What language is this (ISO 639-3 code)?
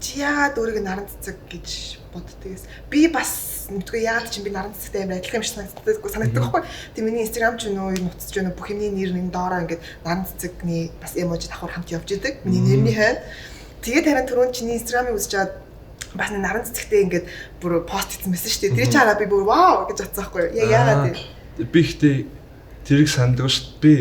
mon